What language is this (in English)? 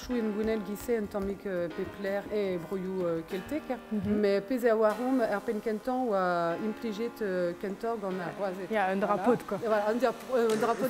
Breton